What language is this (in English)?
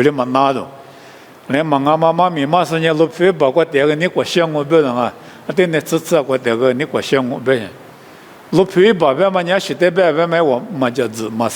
Lisu